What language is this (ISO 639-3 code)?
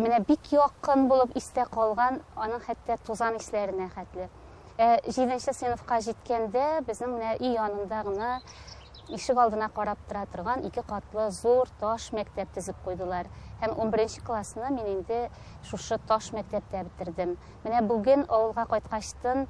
tat